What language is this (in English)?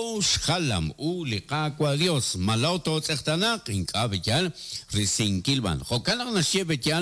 Kekchí